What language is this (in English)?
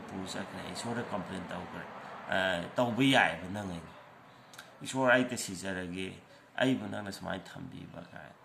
Manipuri